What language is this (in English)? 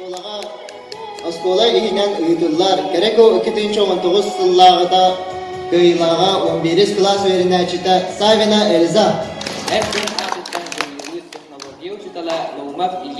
Yakut